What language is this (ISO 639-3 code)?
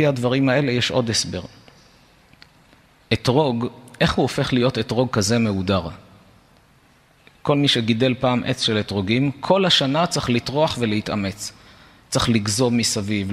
heb